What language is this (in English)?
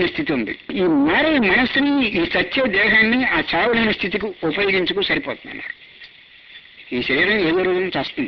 Telugu